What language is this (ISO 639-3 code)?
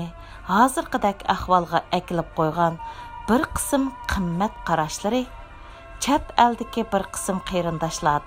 uig